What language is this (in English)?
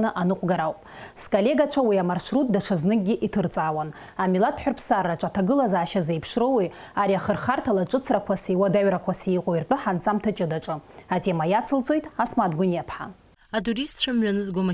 Abkhazian